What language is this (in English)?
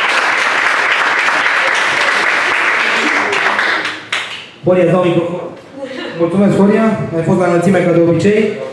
Romanian